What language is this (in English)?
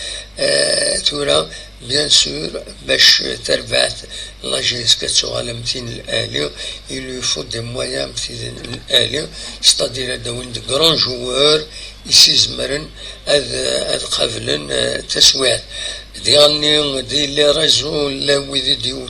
Kabyle